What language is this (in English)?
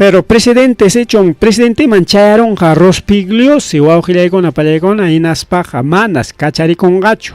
Ayacucho Quechua